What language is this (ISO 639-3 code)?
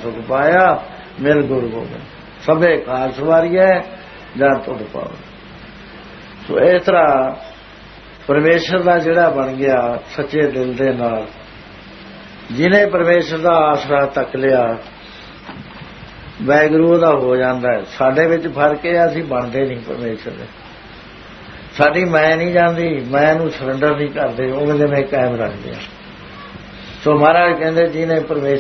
pan